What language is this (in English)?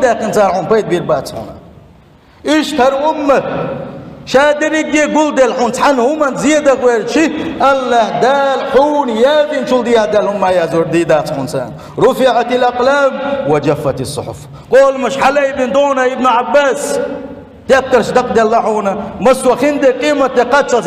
Chechen